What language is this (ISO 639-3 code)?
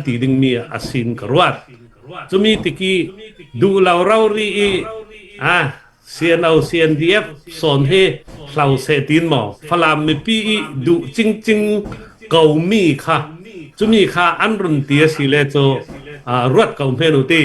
cfm